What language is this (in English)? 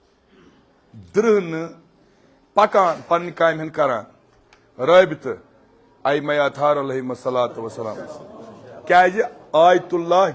Kashmiri